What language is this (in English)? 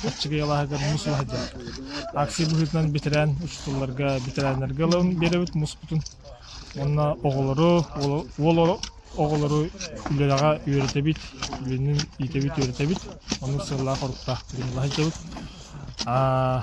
Yakut